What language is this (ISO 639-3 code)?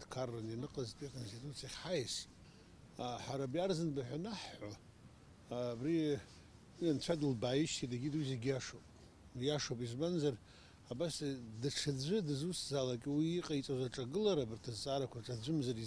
abk